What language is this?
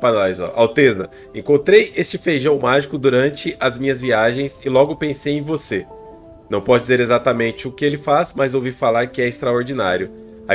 Portuguese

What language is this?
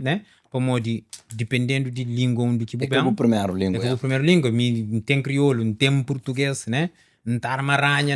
Kabuverdianu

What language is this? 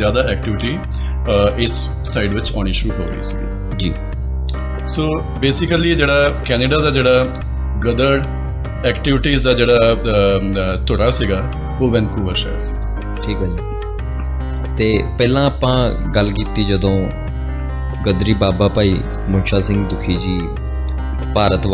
Punjabi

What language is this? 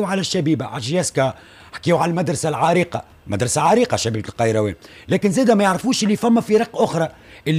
Tunisian Arabic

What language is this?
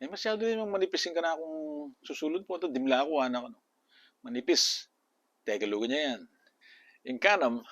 Pampanga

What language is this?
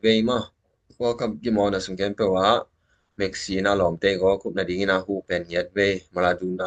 Tedim Chin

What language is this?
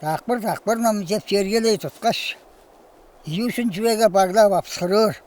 Tuvinian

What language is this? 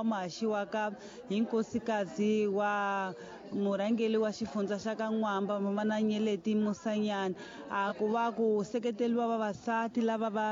Tsonga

